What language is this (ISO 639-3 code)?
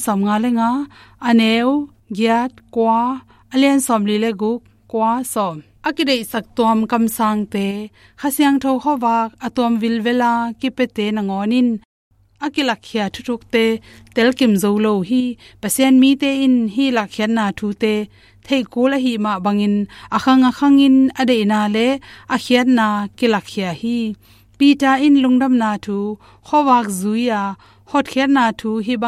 ctd